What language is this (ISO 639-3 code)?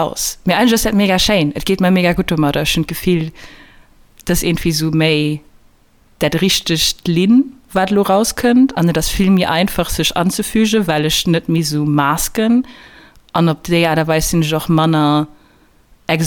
ltz